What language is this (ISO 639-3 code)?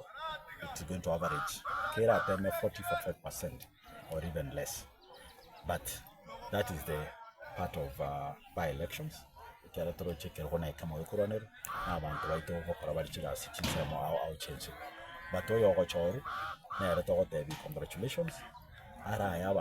guz